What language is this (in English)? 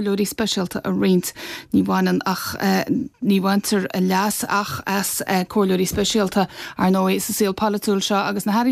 Irish